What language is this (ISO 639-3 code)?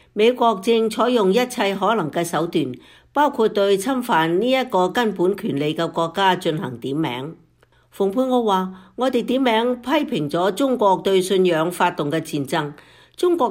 yue